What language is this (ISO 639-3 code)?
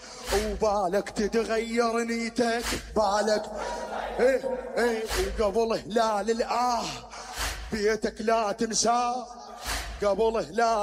acm